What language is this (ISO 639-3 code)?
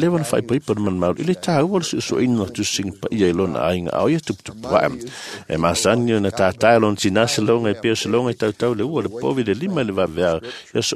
smo